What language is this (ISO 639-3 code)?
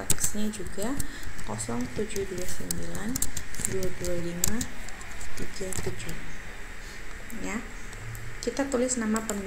ind